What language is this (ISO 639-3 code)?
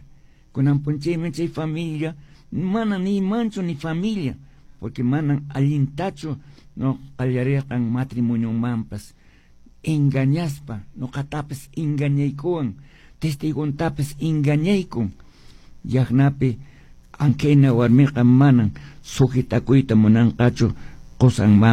que